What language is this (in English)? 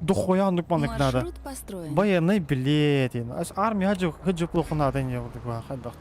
Yakut